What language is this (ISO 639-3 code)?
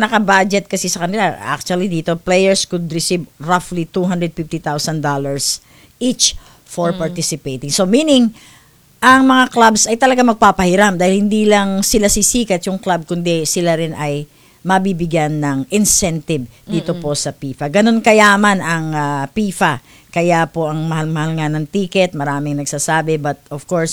fil